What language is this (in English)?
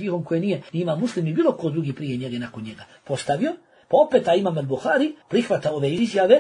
Bosnian